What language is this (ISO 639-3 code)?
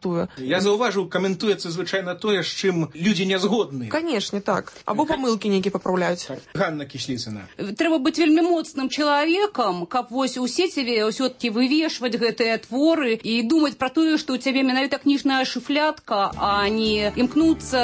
bel